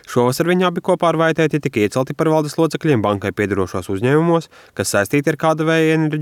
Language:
Latvian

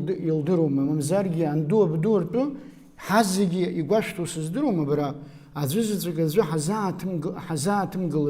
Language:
Abkhazian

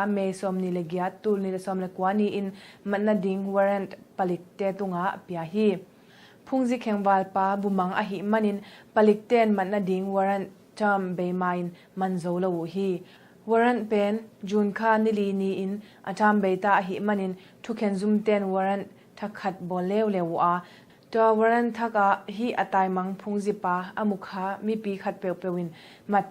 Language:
Tedim Chin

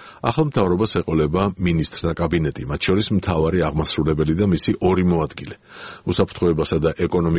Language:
Georgian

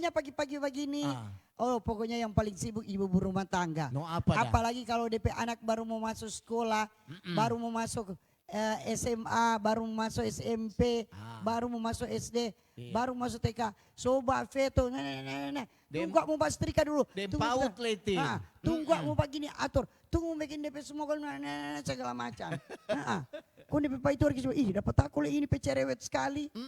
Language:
Manado Malay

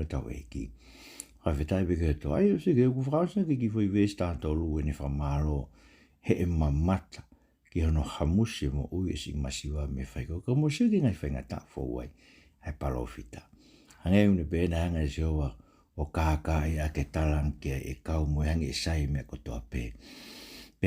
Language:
Tongan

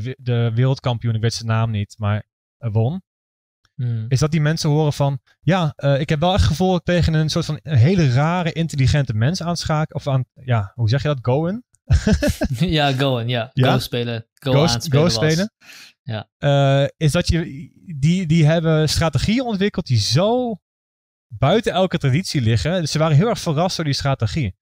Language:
Dutch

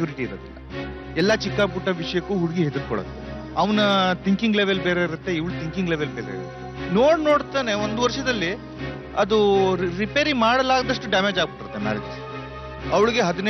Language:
Kannada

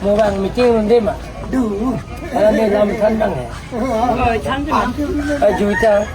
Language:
Karbi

